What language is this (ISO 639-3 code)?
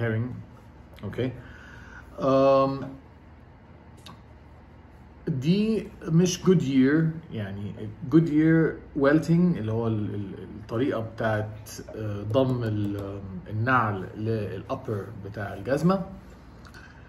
arz